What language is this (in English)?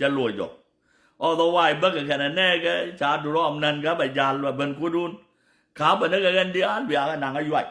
Nuer